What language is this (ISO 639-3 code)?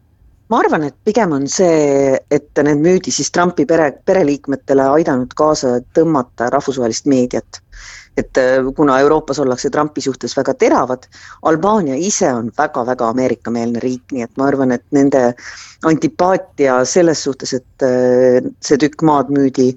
est